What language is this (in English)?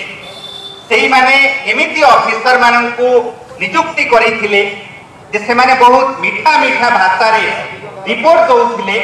Odia